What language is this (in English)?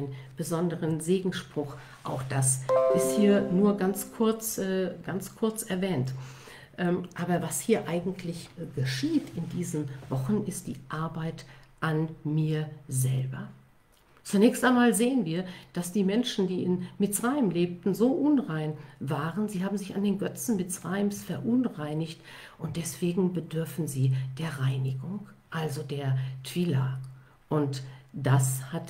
German